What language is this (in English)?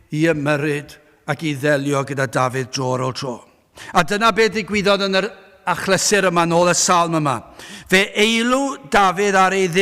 Welsh